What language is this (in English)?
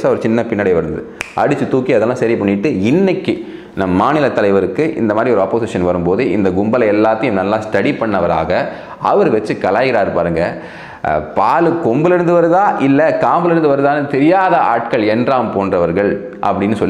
Tamil